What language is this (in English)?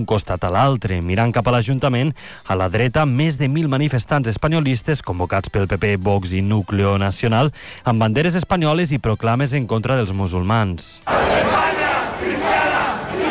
Catalan